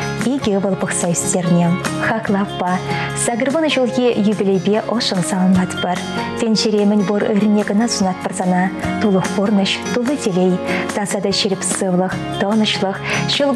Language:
Chuvash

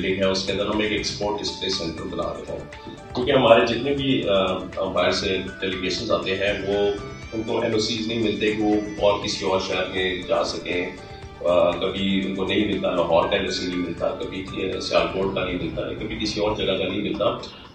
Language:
Urdu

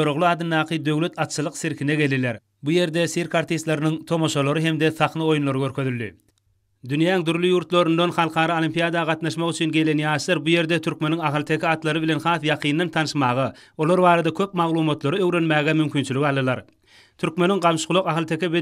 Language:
Turkmen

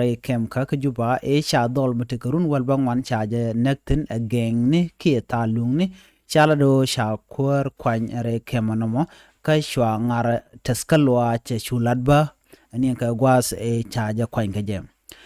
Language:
Nuer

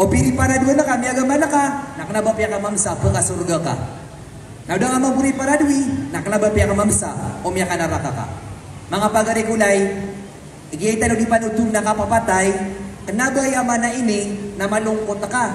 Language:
Maranao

